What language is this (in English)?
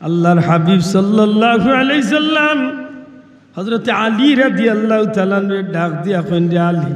Sylheti